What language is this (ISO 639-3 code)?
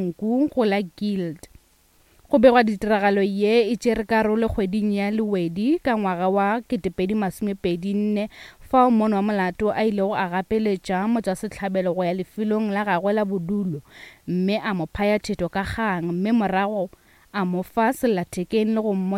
nso